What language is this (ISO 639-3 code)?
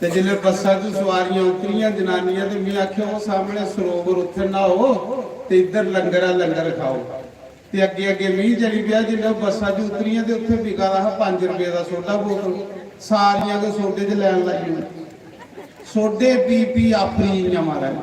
doi